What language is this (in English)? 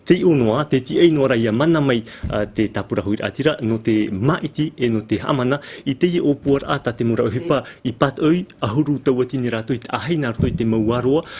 Tahitian